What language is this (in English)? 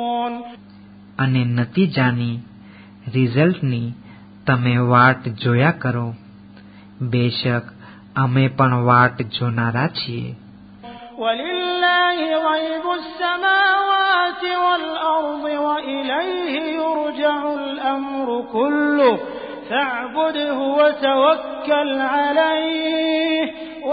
Gujarati